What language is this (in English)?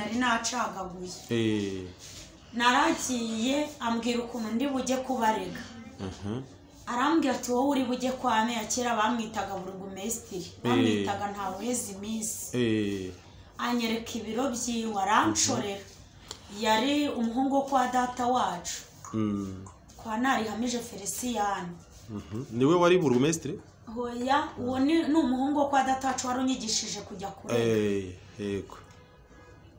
Kinyarwanda